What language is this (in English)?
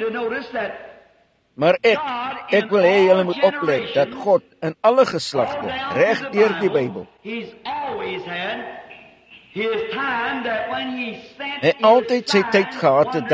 Afrikaans